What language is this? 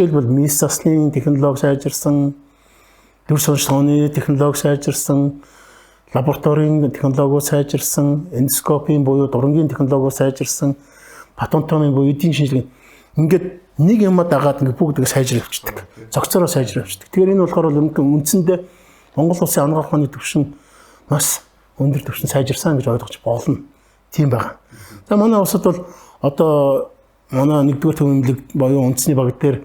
Mongolian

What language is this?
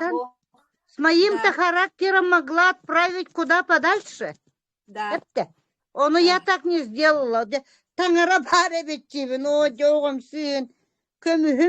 Yakut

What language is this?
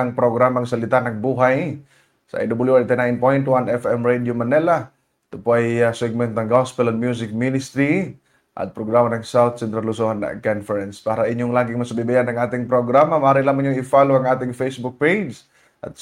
Filipino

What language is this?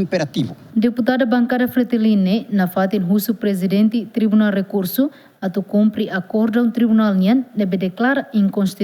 Tetum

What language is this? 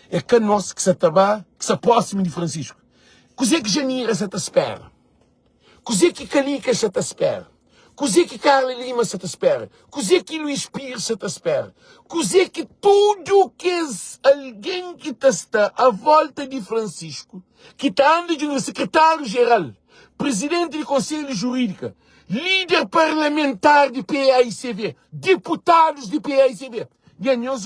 Kabuverdianu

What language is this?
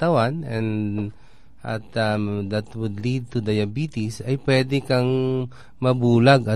Filipino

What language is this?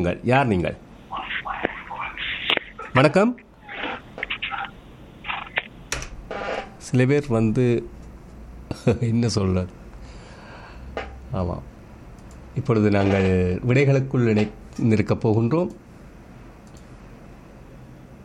Tamil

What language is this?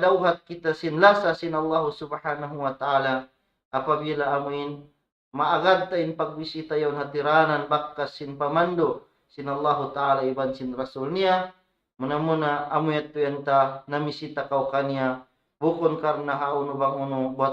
Tausug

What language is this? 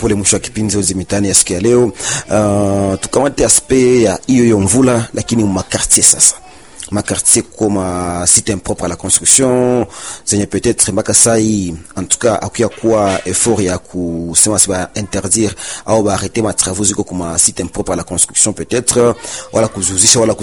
Swahili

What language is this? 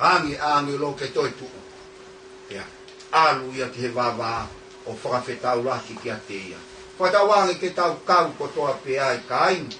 Tongan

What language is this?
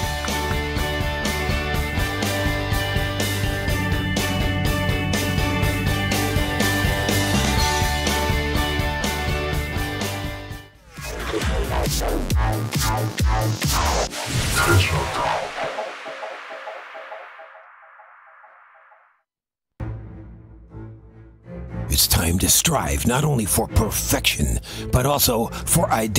Korean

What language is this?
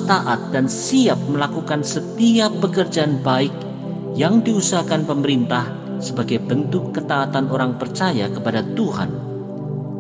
Indonesian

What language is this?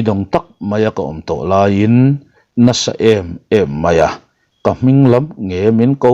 Mizo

